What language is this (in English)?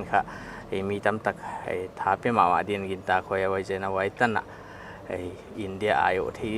Paite Chin